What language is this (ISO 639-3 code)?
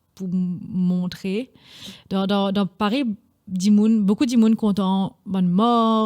mfe